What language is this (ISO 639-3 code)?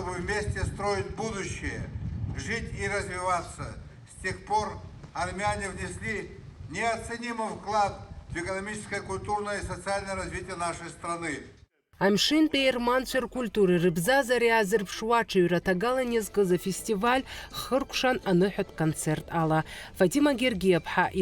abk